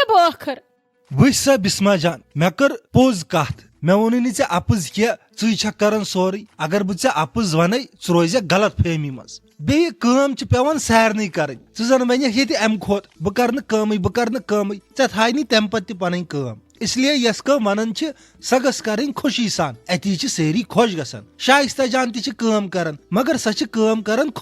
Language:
Kashmiri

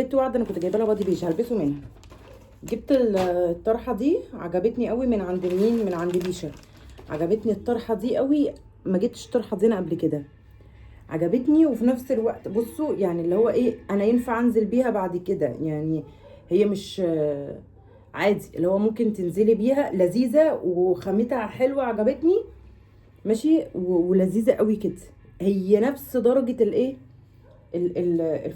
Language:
Egyptian Arabic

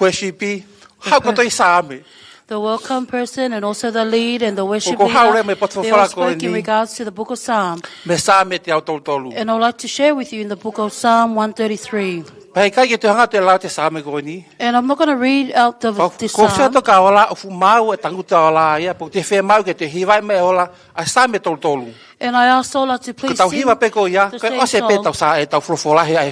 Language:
Tongan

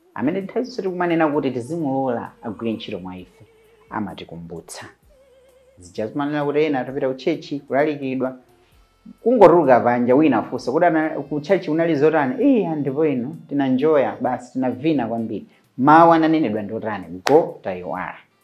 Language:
Nyanja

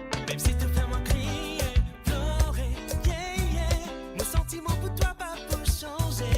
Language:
Morisyen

